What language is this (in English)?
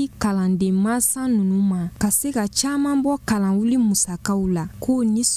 Bambara